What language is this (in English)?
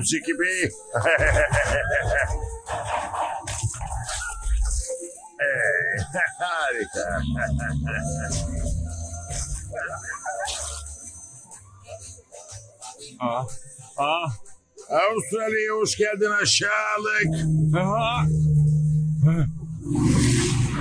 Turkish